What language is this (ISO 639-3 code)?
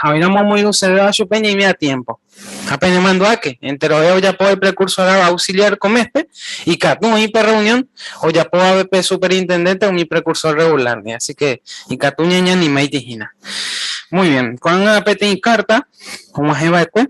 grn